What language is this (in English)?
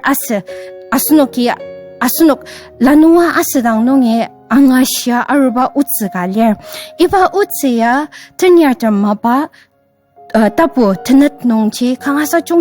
Ao Naga